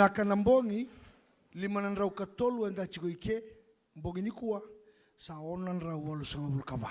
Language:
Fijian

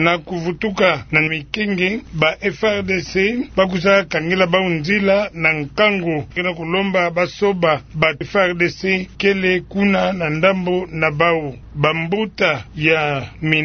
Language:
Kituba (Democratic Republic of Congo)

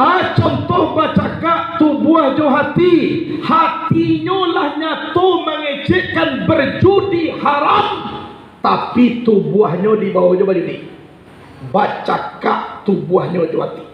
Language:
Minangkabau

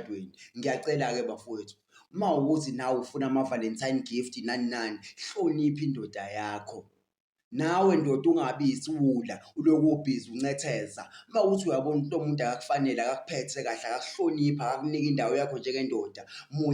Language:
Zulu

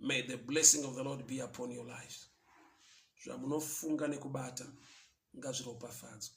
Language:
Shona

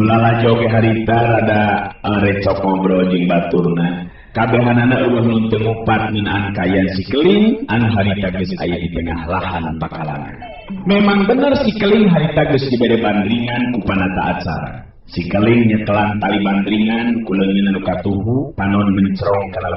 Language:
Sundanese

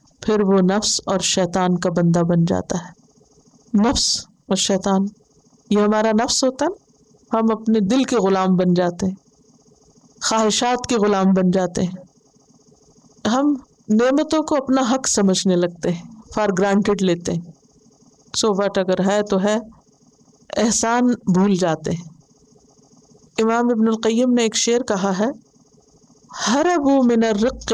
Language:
Urdu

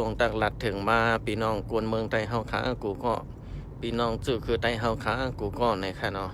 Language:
Shan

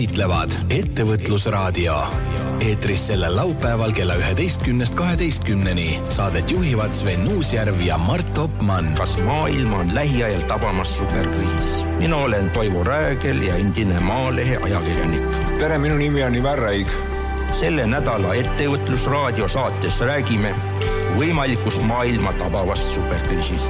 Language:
Estonian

